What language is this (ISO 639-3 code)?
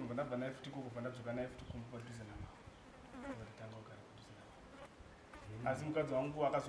sna